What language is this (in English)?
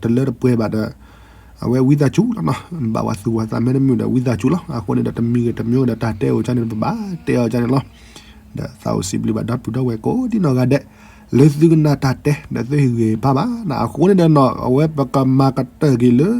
S'gaw Karen